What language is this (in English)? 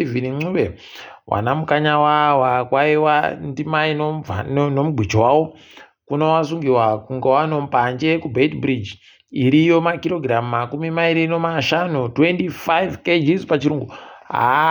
Ndau